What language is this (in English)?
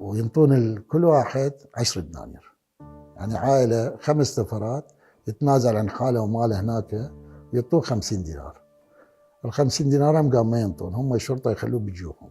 Mesopotamian Arabic